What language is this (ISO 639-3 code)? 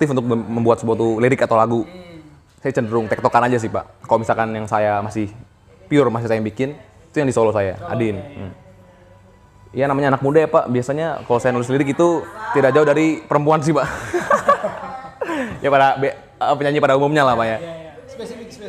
ind